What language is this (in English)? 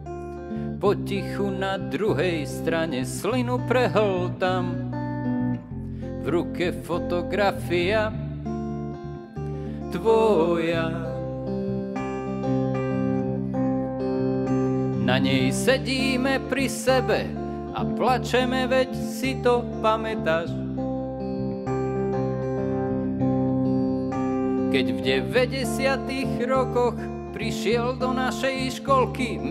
Slovak